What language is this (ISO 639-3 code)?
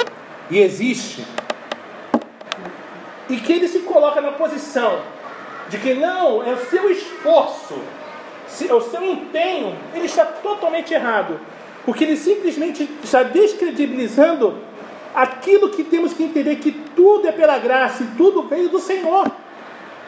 por